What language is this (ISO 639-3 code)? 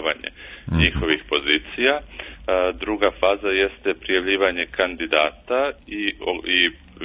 srp